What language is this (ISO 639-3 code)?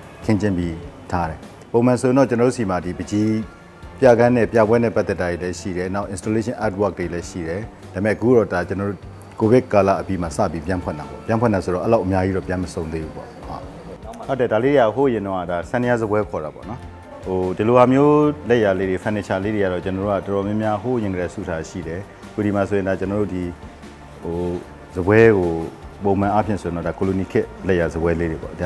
mya